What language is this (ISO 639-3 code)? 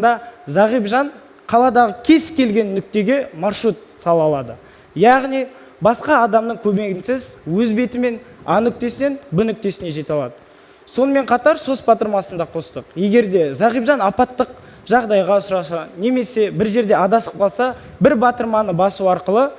kaz